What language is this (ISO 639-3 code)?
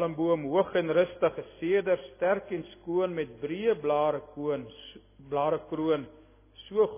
afr